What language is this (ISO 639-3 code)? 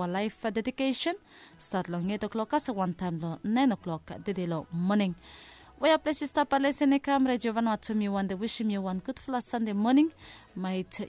bis